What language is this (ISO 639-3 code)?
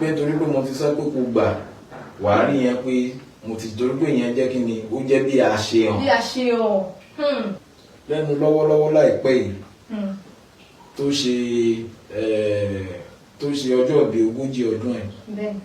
yor